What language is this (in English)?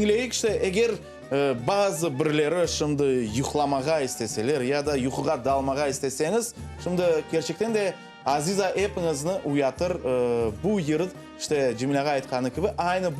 Crimean Tatar